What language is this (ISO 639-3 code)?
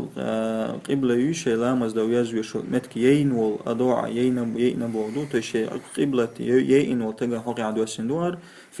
che